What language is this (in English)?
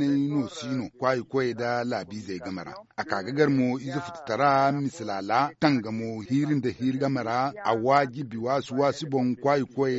Zarma